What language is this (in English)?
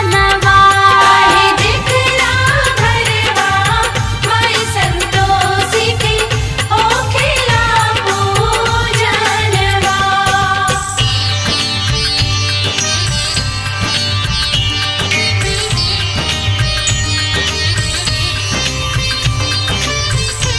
Bhojpuri